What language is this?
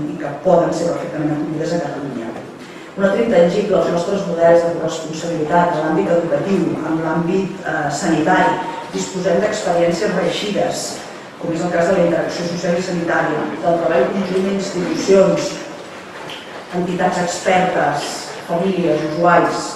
Catalan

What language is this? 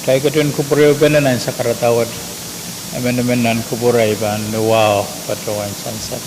Pohnpeian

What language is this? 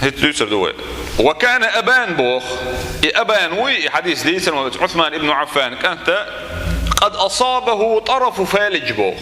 Chechen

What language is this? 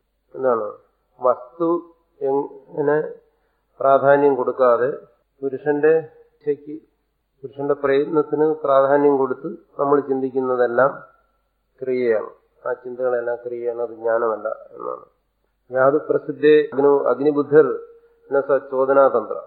Malayalam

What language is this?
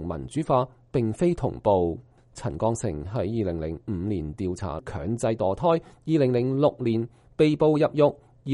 Cantonese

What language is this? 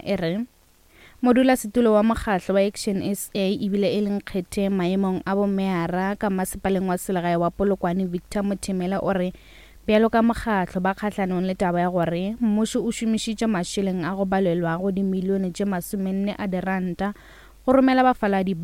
Northern Sotho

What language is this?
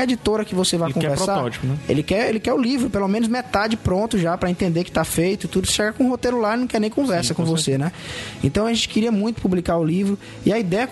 Portuguese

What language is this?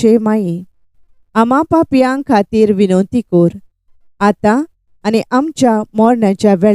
Konkani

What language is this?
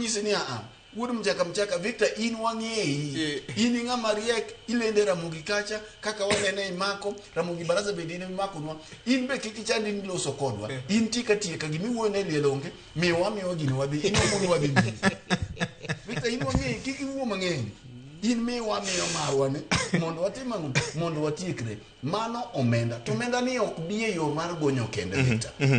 Luo (Kenya and Tanzania)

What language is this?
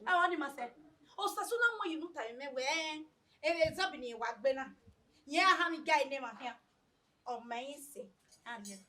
Bini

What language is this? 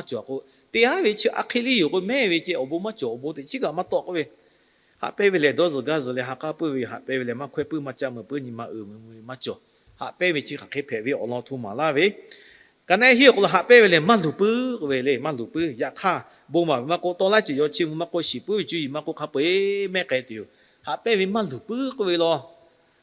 Lahu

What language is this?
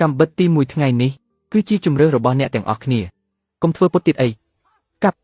Khmer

